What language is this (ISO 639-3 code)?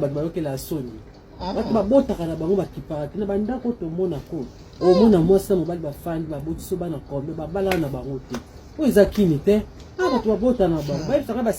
lin